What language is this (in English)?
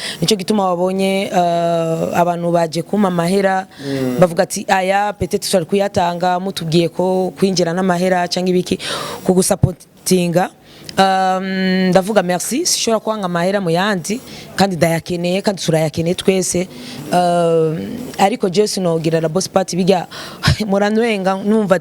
Rundi